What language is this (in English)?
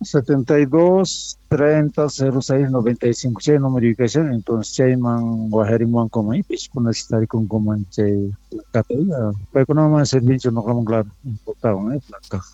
Quechua